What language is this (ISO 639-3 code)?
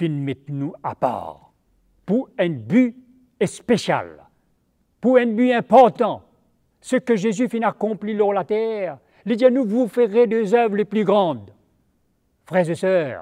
mfe